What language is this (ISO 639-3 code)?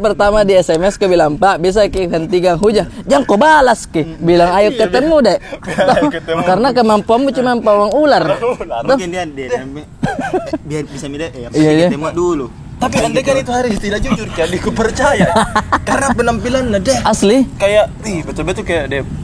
mfp